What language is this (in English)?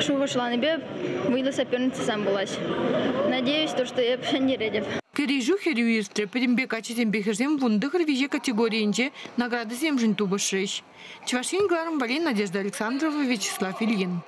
Chuvash